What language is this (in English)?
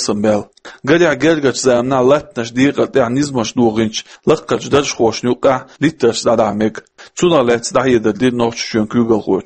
Chechen